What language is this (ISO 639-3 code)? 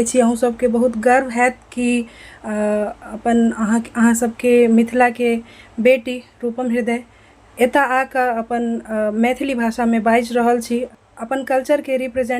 mai